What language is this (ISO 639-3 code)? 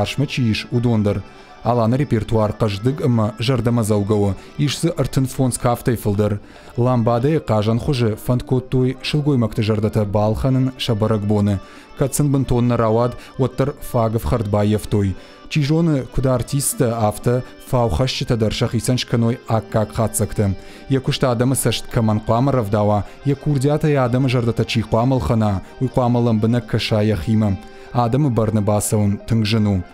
oss